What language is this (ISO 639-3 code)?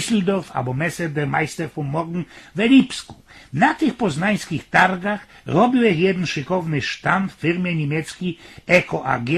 szl